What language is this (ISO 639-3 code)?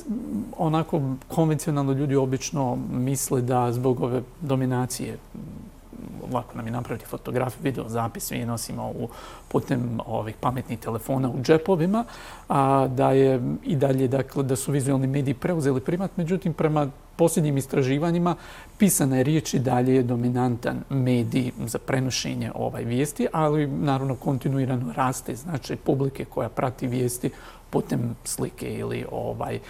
bos